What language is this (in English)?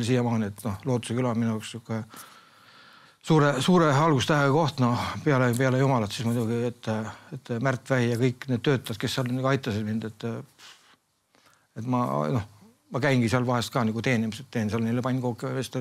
Estonian